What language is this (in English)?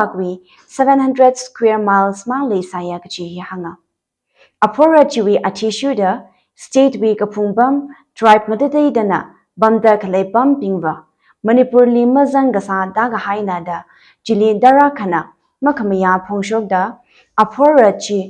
Tangkhul Naga (India)